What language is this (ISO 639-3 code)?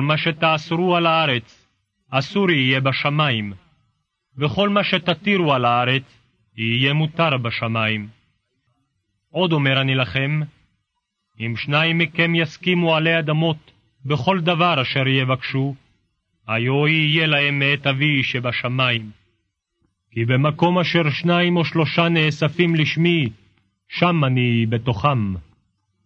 heb